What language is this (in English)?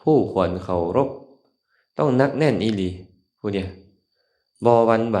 Lao